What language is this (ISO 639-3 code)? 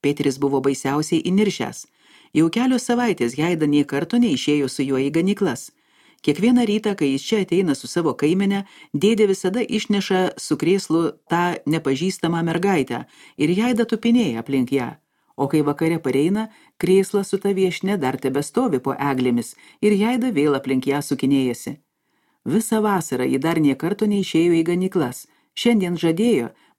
lit